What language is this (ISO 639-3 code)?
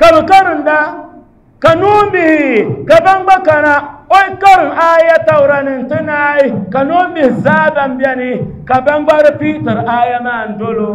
dag